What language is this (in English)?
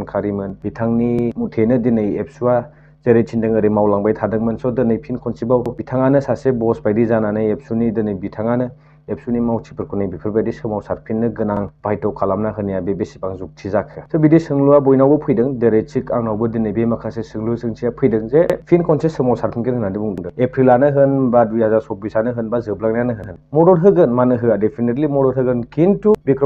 Bodo